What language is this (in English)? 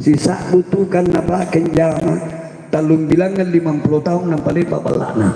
Makasar